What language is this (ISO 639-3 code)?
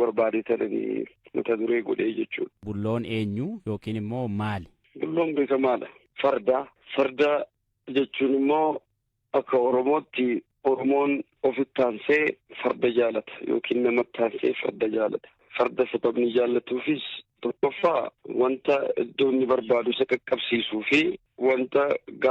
orm